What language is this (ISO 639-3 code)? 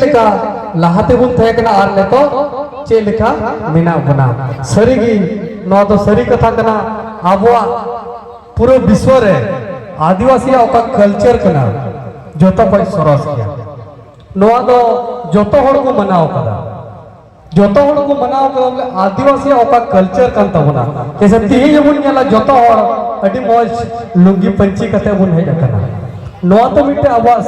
sat